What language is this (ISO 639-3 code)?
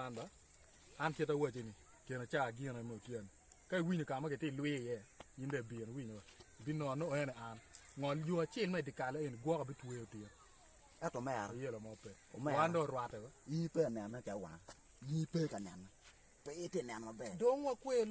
ach